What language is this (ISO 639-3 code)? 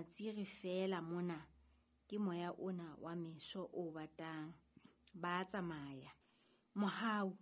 sot